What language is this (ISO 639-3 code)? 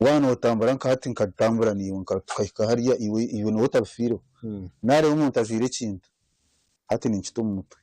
nyn